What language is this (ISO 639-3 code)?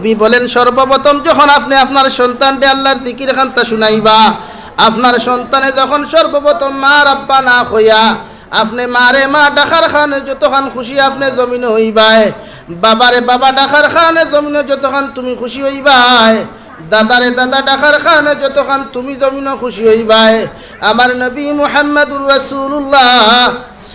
syl